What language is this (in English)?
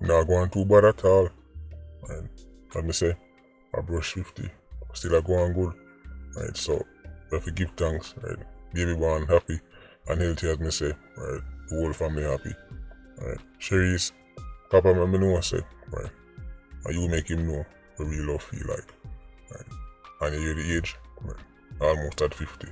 Jamaican Creole English